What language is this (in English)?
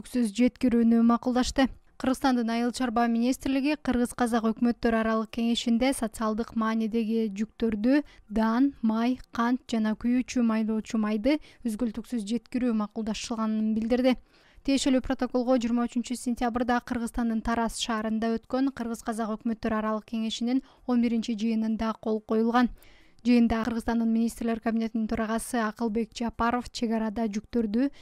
Kyrgyz